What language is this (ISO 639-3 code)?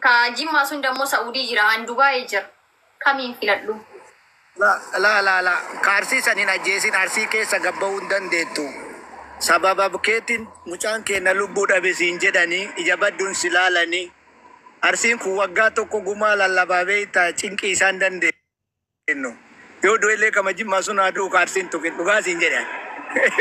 orm